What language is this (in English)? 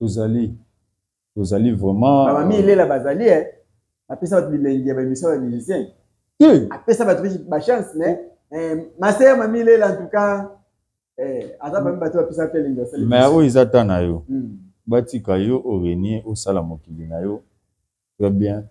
Lingala